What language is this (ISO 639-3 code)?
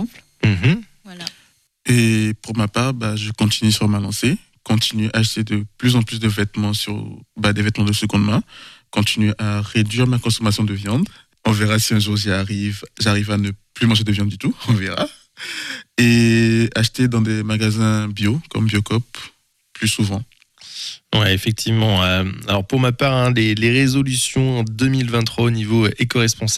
fra